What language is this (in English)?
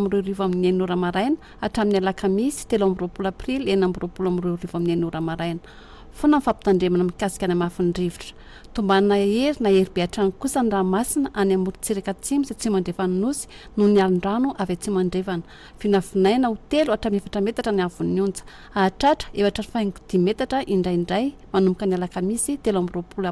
Malagasy